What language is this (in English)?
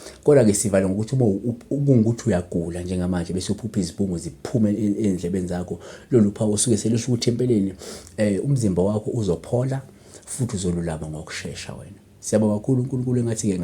Zulu